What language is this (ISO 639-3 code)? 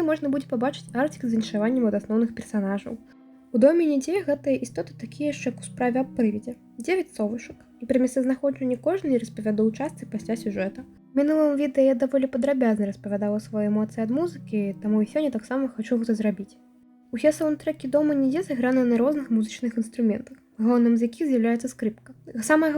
bel